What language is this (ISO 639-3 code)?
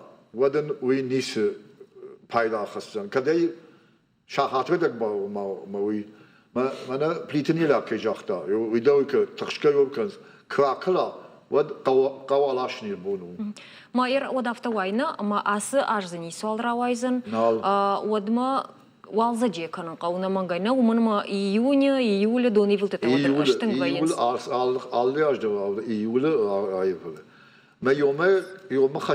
oss